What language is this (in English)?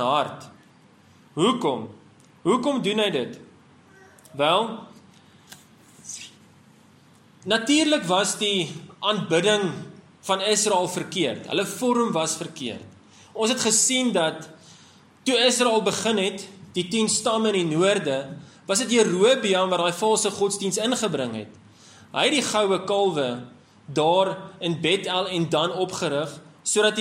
Afrikaans